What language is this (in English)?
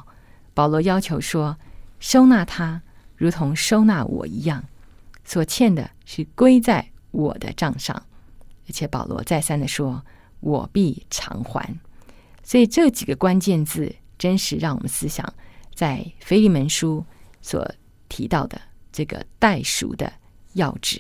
Chinese